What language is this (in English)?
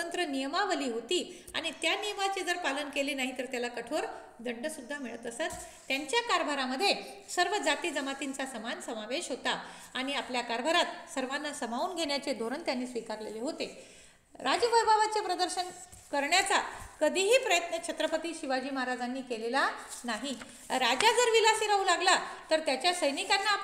Marathi